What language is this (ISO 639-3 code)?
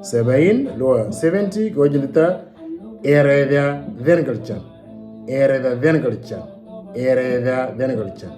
mor